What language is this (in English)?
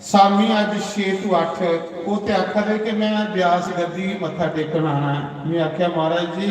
Dogri